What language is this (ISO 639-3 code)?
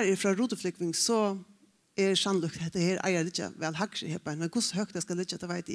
fao